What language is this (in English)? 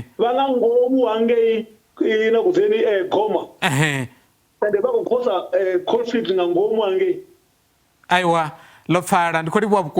Venda